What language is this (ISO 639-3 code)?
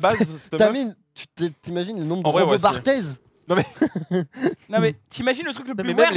fra